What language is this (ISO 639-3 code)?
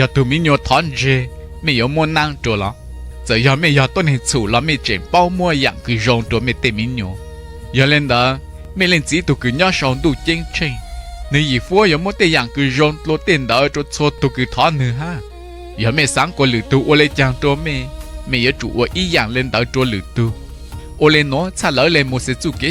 hmn